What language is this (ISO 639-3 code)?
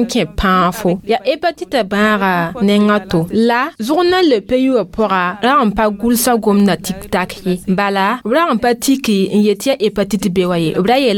mos